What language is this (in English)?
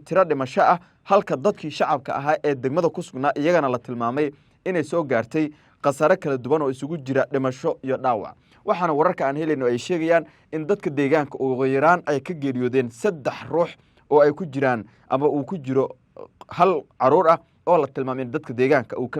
Somali